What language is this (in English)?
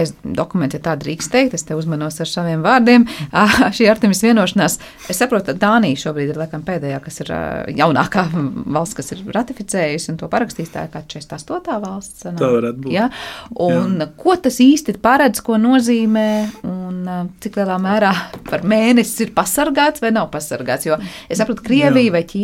Latvian